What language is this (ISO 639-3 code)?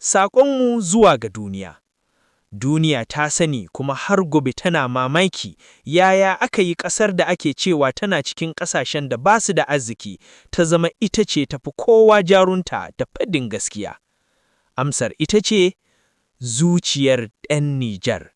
hau